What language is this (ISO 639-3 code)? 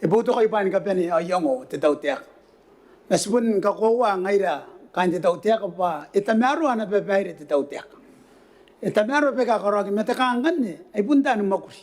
gil